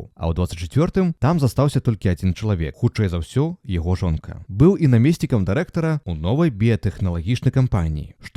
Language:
Belarusian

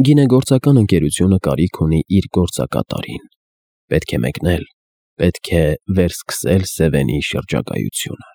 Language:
Armenian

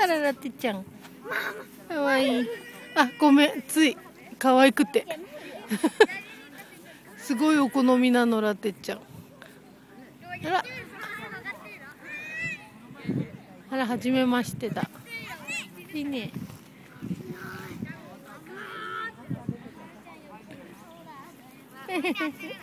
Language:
Japanese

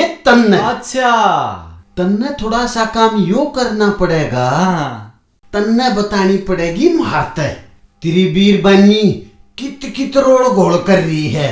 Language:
Haryanvi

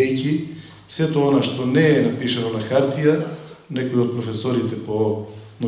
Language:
Macedonian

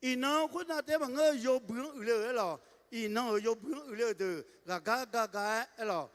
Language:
Akha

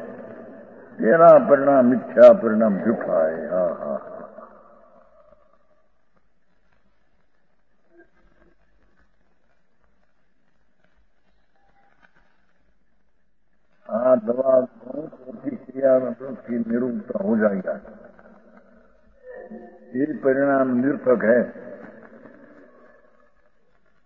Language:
Hindi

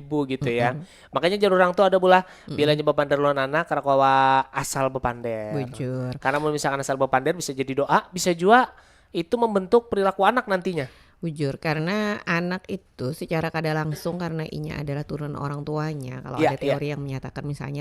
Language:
Banjar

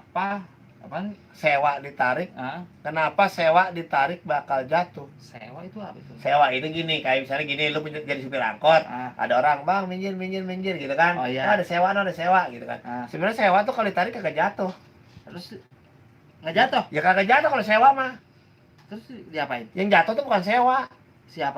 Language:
Betawi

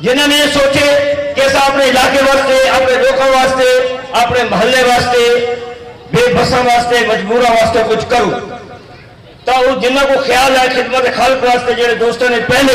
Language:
Saraiki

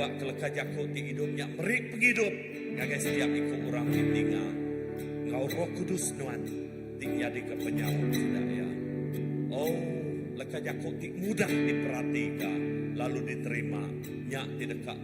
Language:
Iban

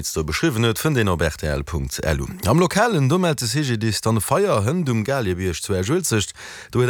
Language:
Luxembourgish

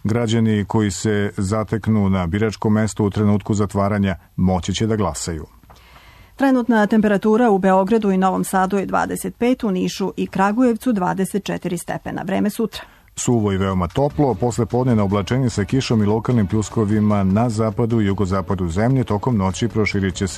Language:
Serbian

